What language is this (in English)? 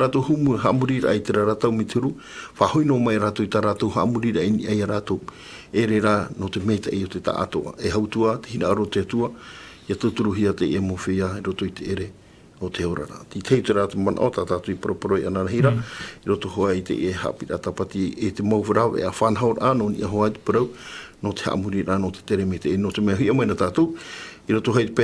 Tahitian